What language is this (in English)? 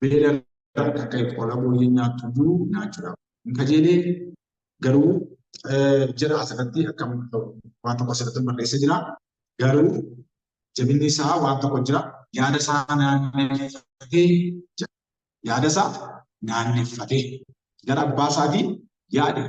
Oromo